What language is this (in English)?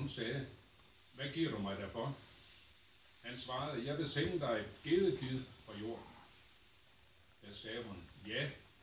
Danish